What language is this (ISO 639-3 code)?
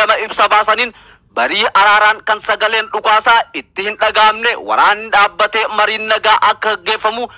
orm